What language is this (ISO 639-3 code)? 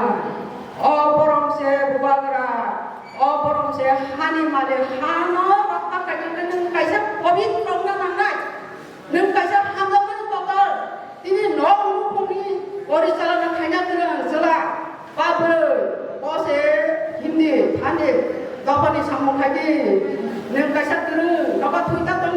trp